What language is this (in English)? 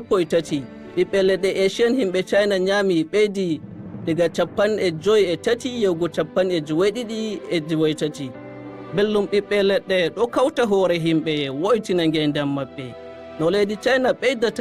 Nigerian Fulfulde